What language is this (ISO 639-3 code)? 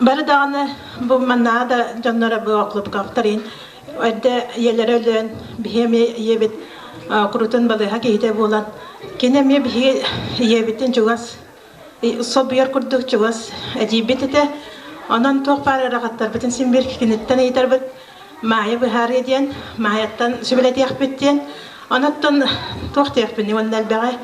sah